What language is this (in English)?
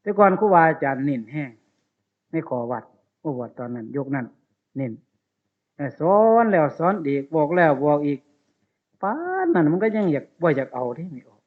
Northeastern Thai